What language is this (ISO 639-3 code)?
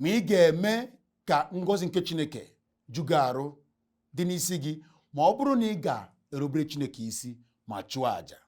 ibo